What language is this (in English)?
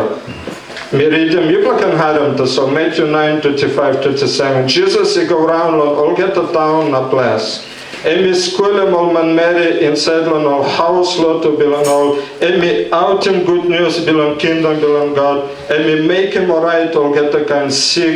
Tok Pisin